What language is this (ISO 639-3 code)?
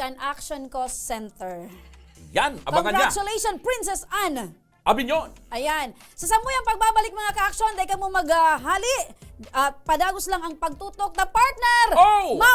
bik